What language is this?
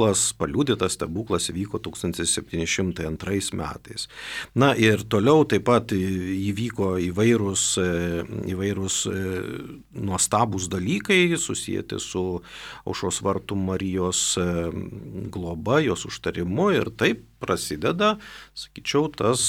Lithuanian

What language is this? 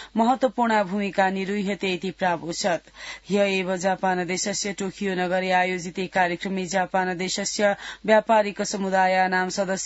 Sanskrit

